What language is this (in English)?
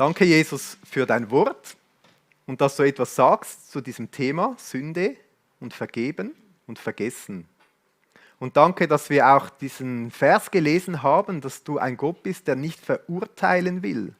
Swiss German